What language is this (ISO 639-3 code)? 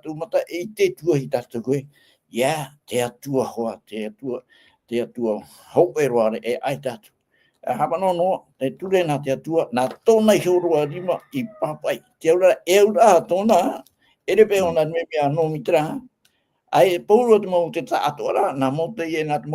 tah